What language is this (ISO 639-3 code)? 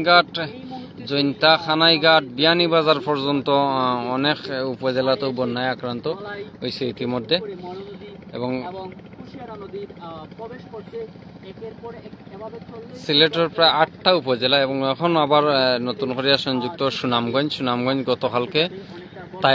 syl